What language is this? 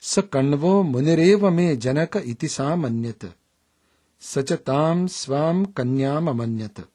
Sanskrit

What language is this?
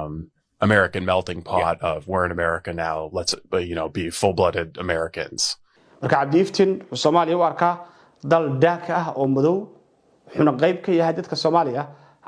Somali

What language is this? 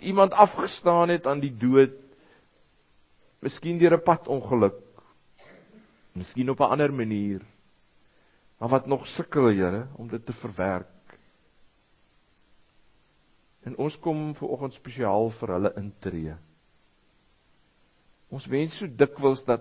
Afrikaans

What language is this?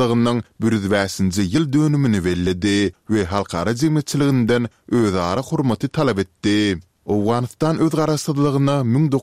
Kyrgyz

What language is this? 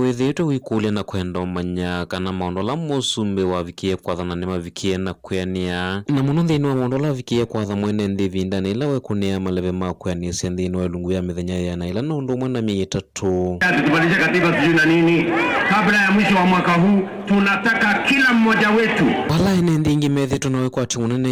Kamba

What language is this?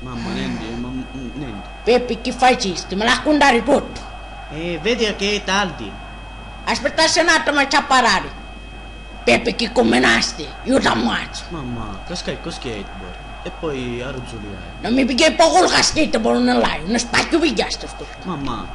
Sicilian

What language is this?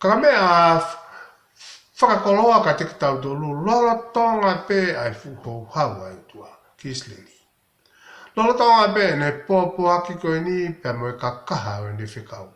Tongan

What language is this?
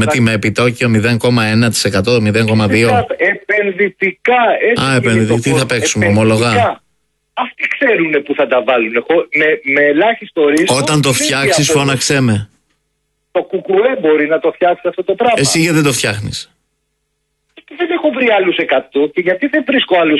Greek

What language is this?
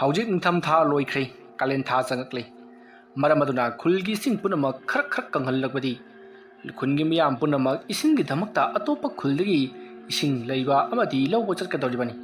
Manipuri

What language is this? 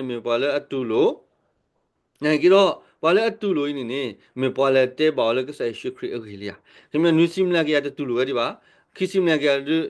S'gaw Karen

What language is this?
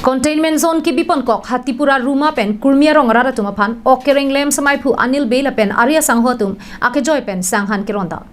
Karbi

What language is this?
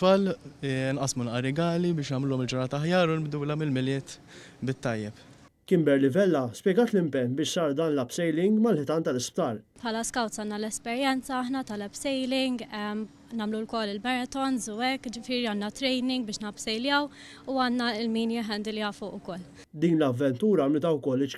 Maltese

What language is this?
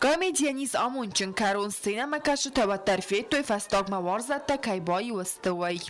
Ossetic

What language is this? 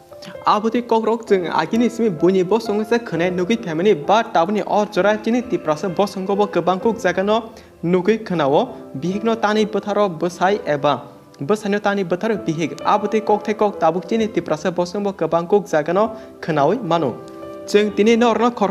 Kok Borok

